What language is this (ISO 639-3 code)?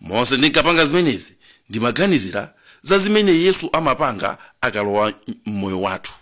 nya